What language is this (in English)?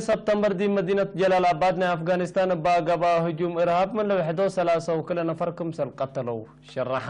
Tigre